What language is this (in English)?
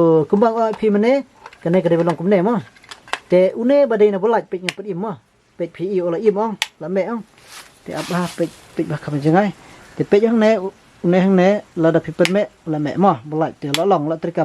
Khasi